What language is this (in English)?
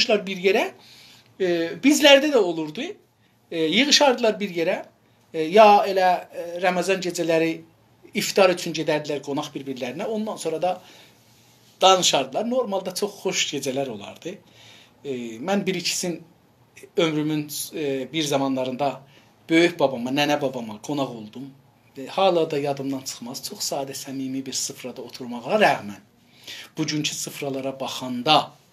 South Azerbaijani